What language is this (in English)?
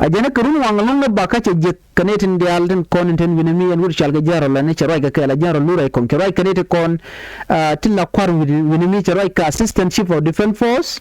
Nuer